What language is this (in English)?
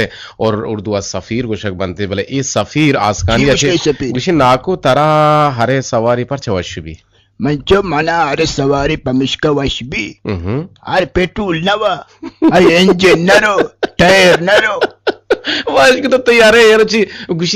Eastern Balochi